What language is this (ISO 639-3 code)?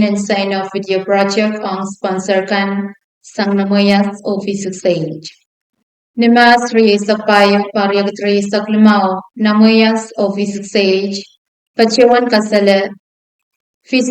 pon